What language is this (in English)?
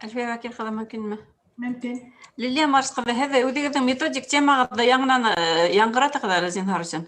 Bashkir